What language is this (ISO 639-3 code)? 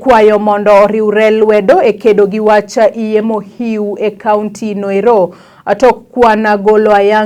luo